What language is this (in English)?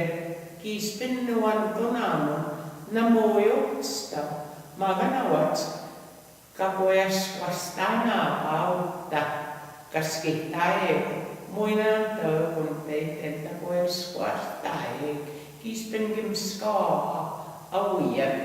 Plains Cree